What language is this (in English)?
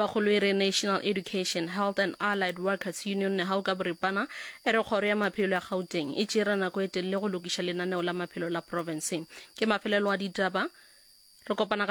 Northern Sotho